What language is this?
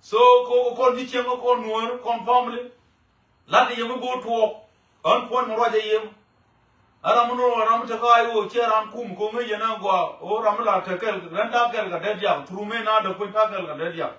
Nuer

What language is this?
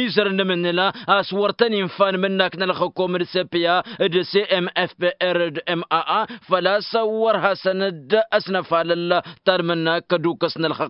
Tamasheq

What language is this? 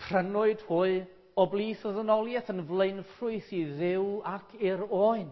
Welsh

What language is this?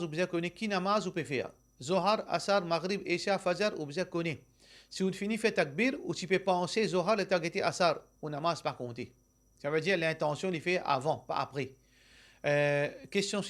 Morisyen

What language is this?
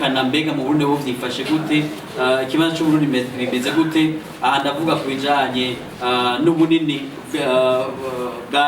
Rundi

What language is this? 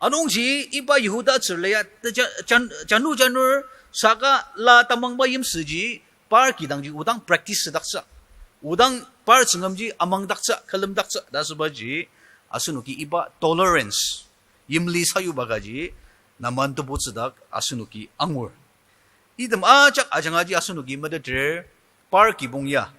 Ao Naga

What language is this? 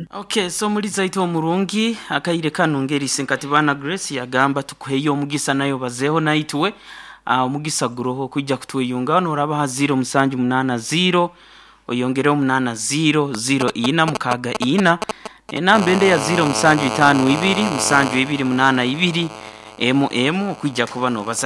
Nyoro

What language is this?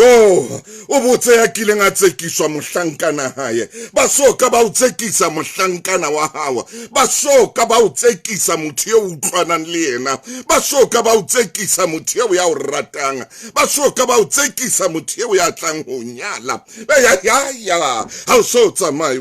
Southern Sotho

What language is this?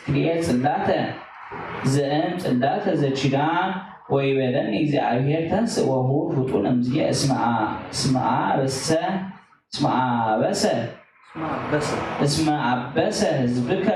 Geez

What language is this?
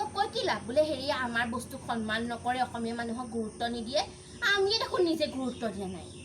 Assamese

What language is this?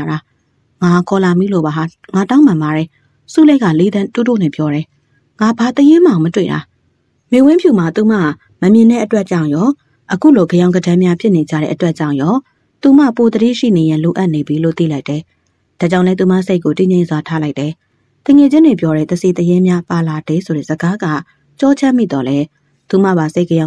Burmese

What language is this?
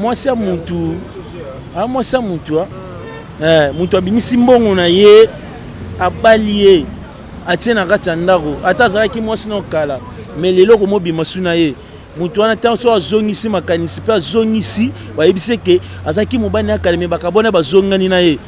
Lingala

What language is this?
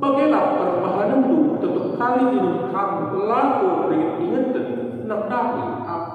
Batak Karo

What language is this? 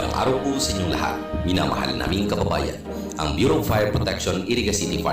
Bikol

